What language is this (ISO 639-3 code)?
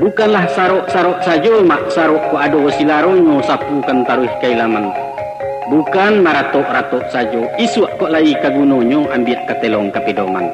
min